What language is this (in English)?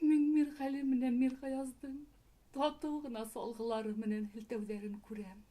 Bashkir